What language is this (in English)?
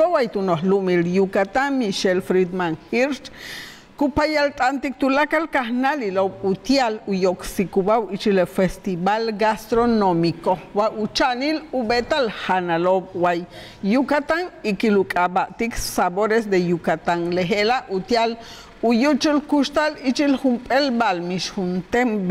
Yucateco